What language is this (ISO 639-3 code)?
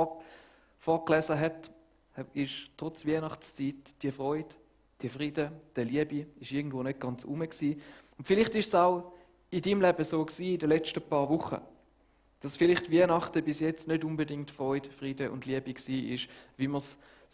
gsw